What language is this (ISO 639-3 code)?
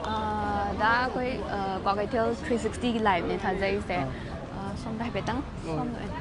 mni